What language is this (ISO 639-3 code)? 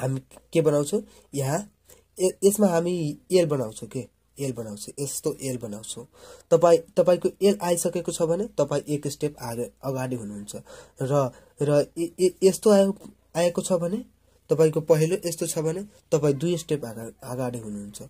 nep